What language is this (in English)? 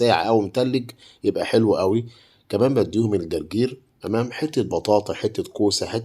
Egyptian Arabic